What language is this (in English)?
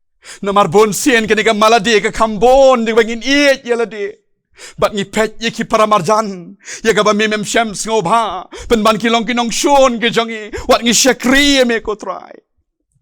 Khasi